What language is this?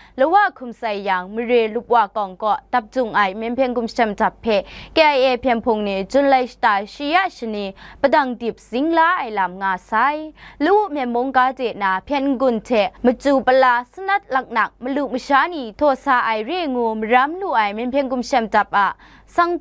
Kachin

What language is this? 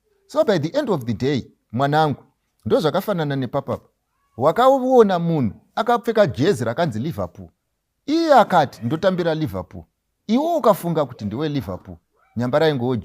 Shona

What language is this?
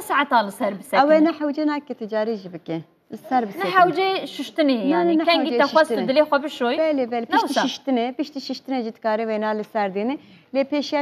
Kurdish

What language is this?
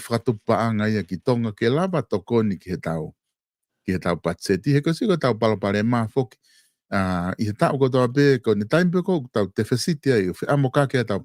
Tongan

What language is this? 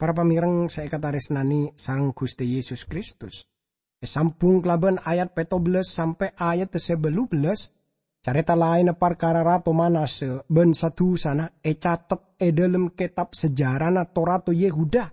Madurese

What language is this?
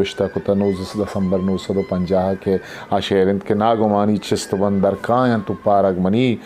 Eastern Balochi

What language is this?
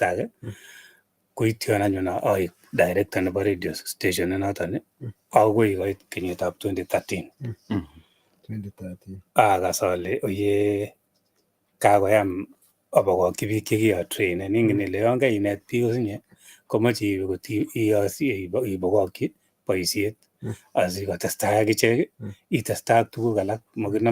Kalenjin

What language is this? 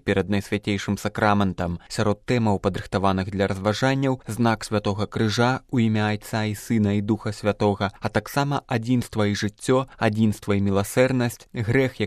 Belarusian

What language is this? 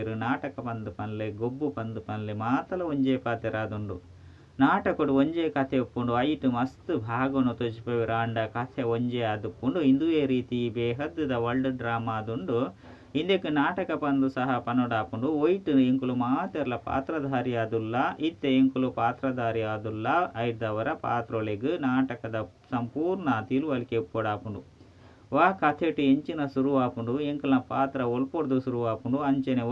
Tulu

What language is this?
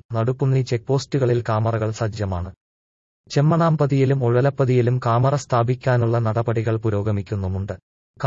Malayalam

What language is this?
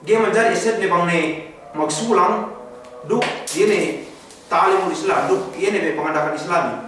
Yakan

